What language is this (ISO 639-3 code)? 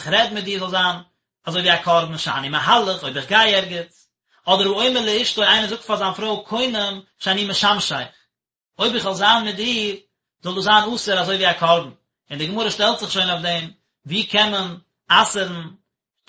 yid